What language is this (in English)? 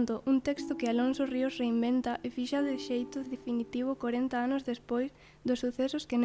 Galician